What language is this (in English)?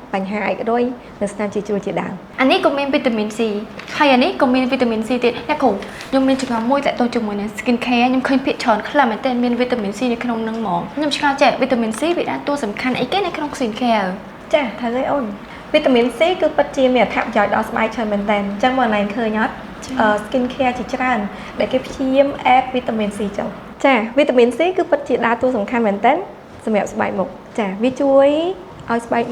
Khmer